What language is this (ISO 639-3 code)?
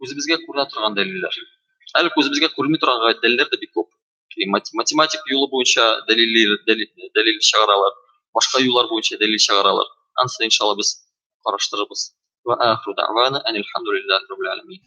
tat